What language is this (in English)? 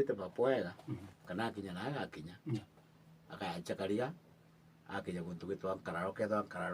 Meru